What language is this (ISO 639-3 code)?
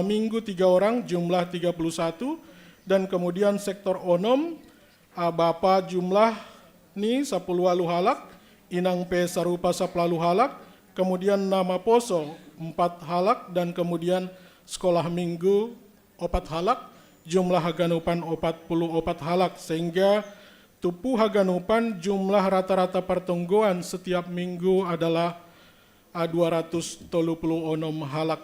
bts